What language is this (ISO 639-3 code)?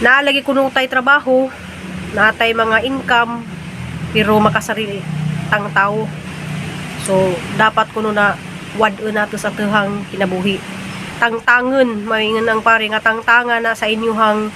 ceb